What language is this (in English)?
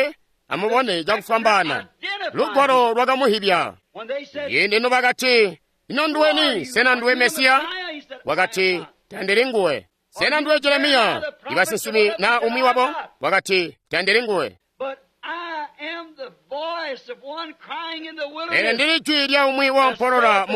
Tonga (Zambia)